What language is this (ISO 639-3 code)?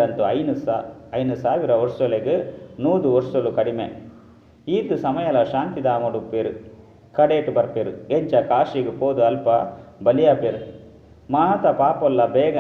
tcy